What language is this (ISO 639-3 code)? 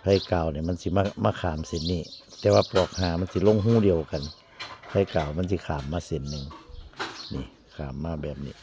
tts